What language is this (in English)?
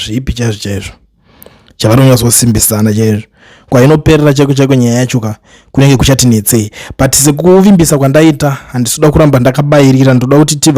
Shona